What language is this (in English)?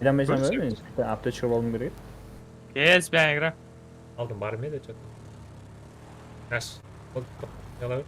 Kara-Kalpak